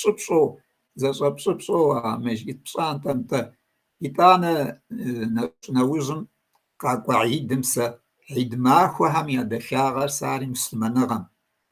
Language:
Kabardian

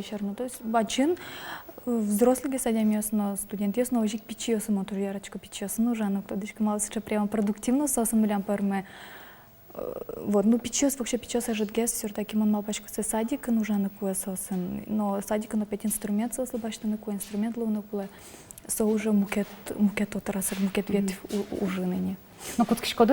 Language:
Udmurt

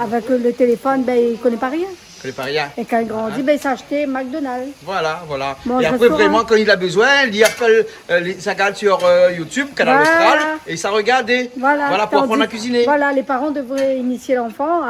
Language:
Réunion Creole French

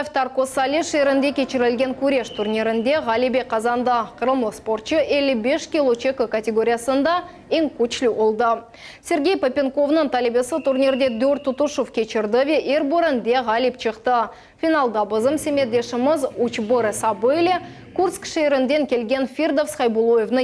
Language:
Crimean Tatar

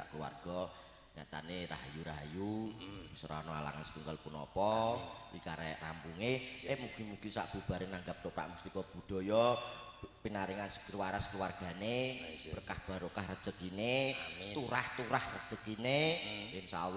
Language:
Javanese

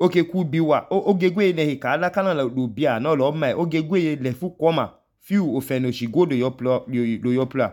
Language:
Idoma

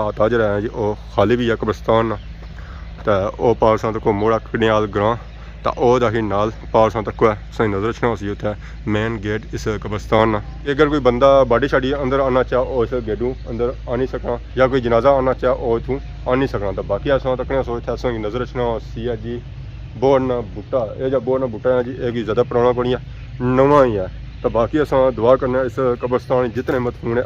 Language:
Pahari-Potwari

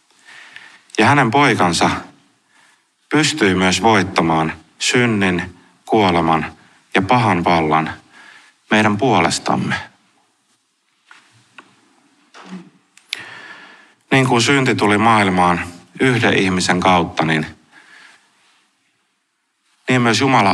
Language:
Finnish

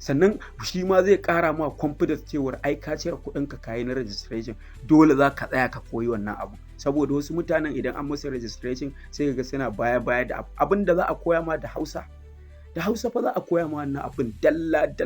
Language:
Hausa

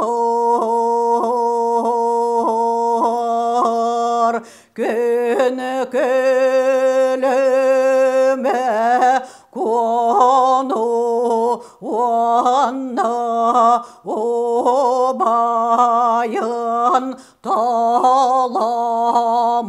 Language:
Yakut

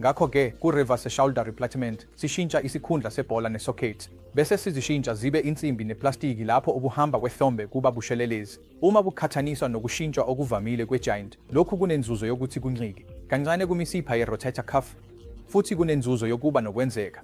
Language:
Zulu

